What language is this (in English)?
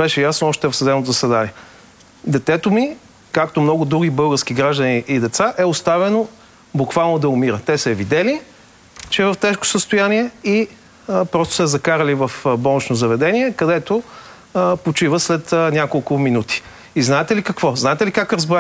Bulgarian